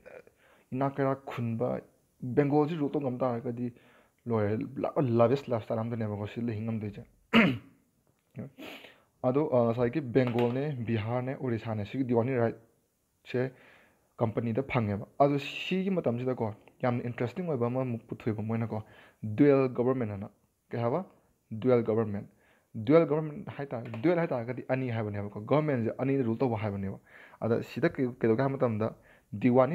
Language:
Manipuri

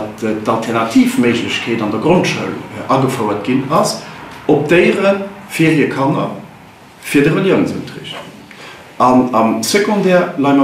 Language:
Luxembourgish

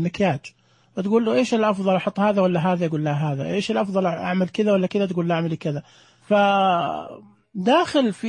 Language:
Najdi Arabic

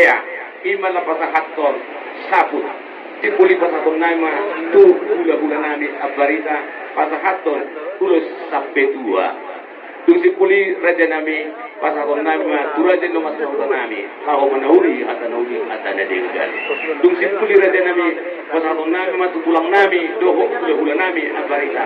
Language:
Batak Toba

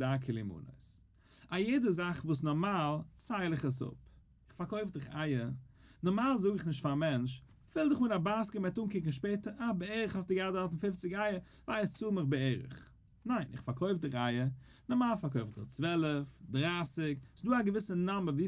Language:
Yiddish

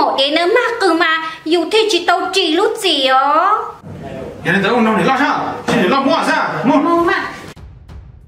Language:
Vietnamese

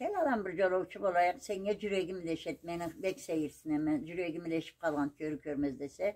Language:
Karachay-Balkar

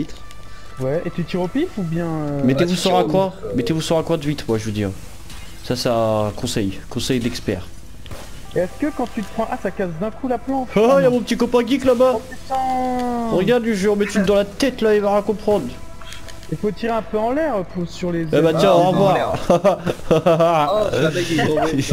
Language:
French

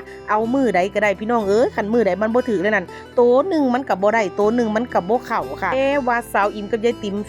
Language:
Northeastern Thai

